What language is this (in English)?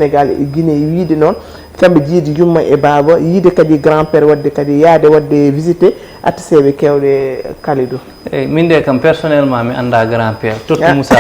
Fula